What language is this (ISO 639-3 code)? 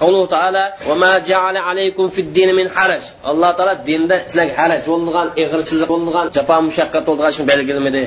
uig